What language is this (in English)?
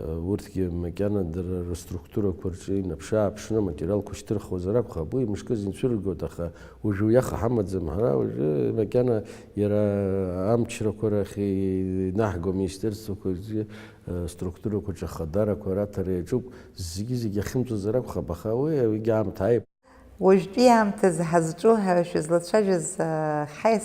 Abkhazian